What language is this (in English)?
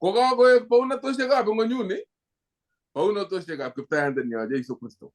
Kalenjin